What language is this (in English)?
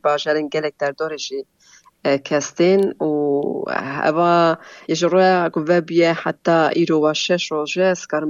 Kurdish